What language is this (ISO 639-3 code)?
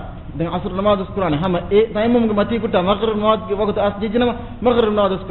div